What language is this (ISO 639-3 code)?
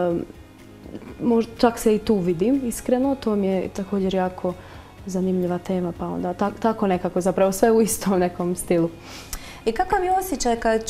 hrv